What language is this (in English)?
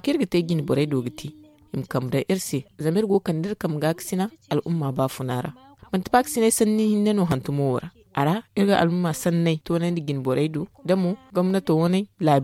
Zarma